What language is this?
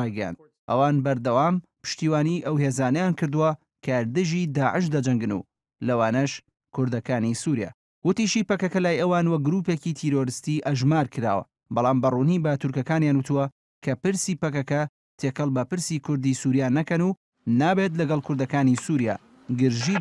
Central Kurdish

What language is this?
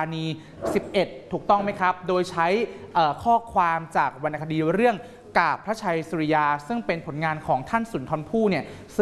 Thai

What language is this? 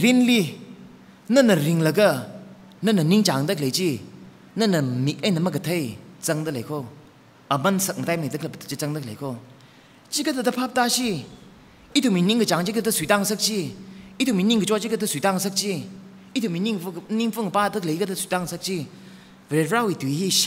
Tangkhul Naga (India)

